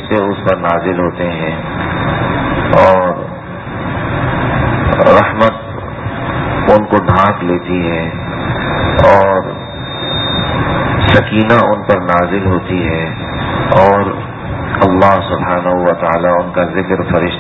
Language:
Urdu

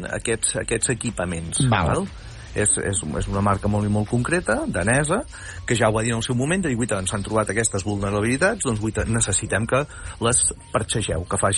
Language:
Catalan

